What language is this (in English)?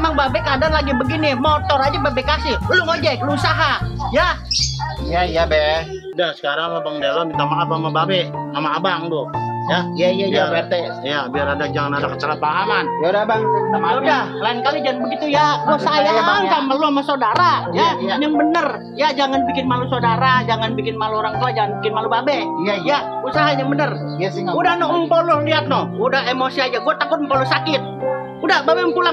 Betawi